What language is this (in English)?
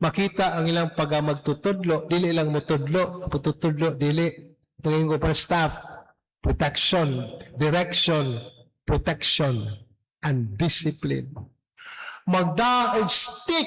Cebuano